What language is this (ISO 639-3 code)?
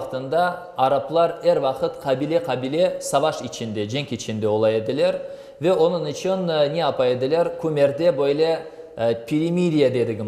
crh